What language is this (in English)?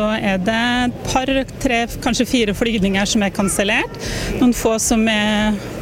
Norwegian